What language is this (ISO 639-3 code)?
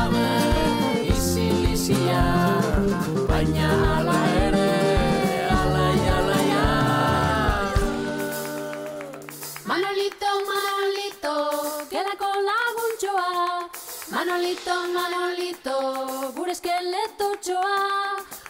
eus